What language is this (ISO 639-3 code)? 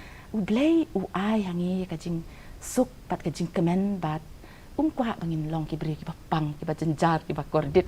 kha